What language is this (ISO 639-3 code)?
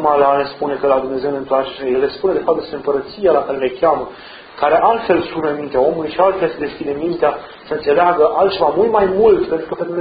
ron